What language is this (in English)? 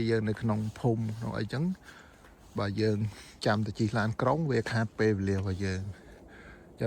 Khmer